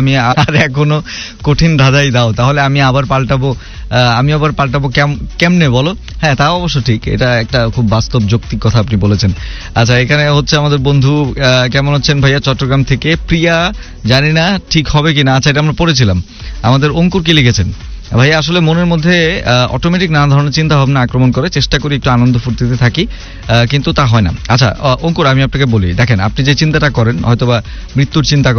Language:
Bangla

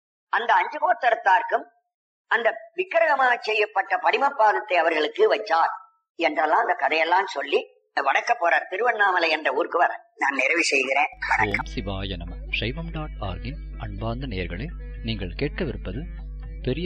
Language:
Tamil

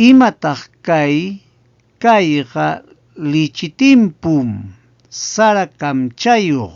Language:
Ayacucho Quechua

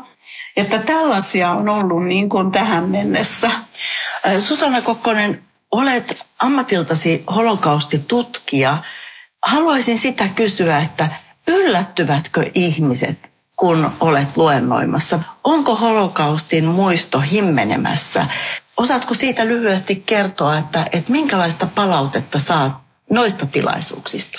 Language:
Finnish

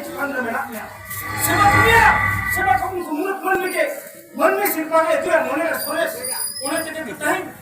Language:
Santali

